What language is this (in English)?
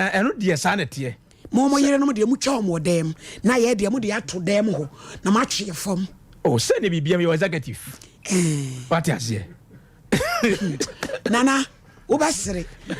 Akan